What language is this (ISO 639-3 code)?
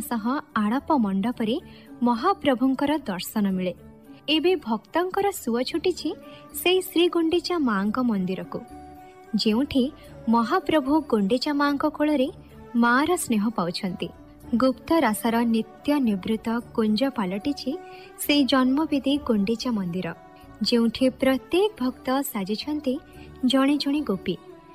ori